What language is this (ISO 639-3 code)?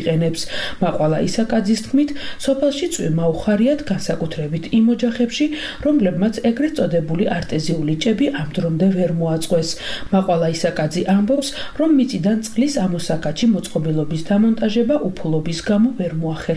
kat